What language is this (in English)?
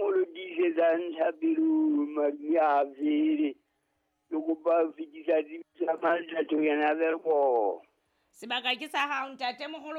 Southern Sotho